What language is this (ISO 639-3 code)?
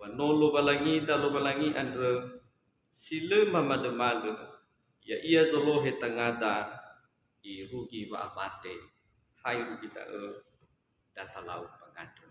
nia